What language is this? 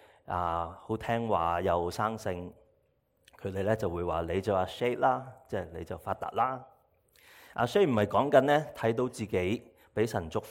Cantonese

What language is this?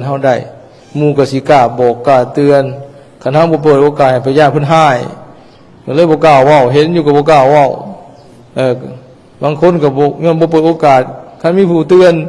Lao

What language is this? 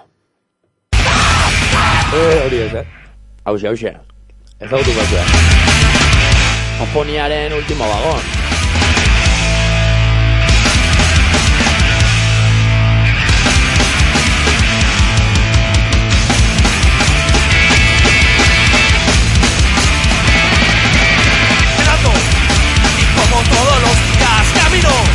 Basque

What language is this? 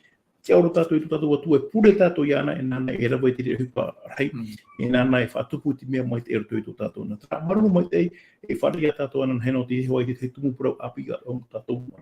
Tahitian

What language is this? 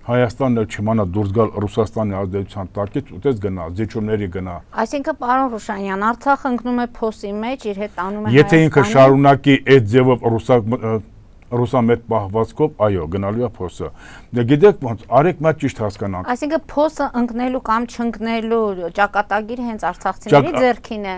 Armenian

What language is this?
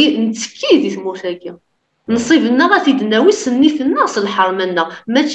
Kabyle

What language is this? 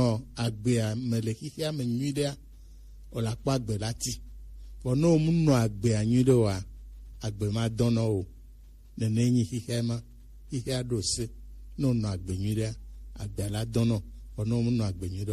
Gen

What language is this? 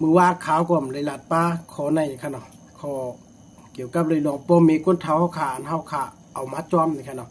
Shan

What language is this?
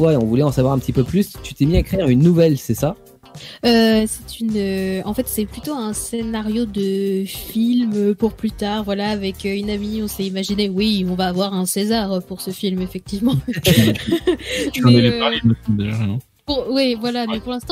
French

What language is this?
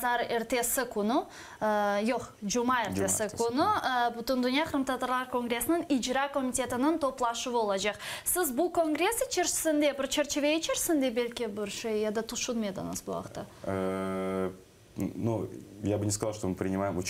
Crimean Tatar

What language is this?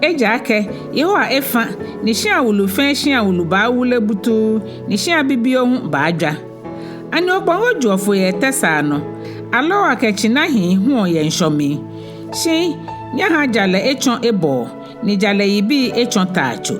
Ga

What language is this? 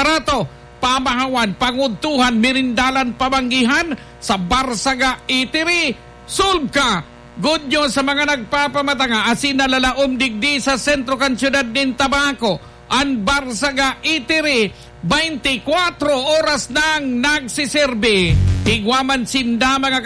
Bikol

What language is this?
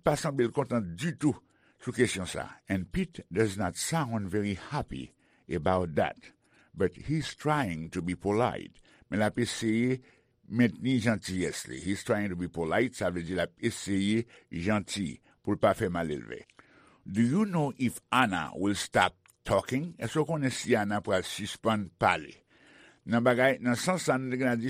Haitian Creole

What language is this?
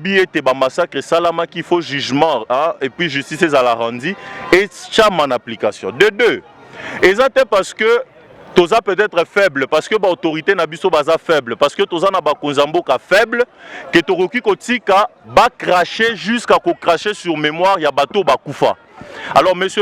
Lingala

